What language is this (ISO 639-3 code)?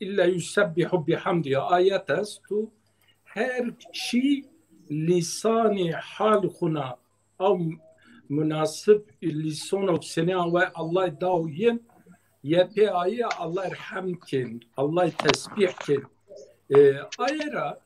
zza